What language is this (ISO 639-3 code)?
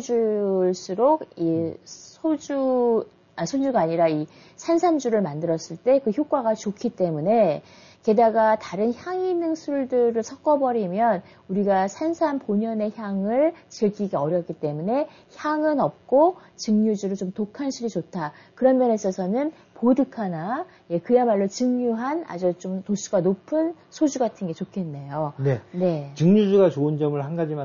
kor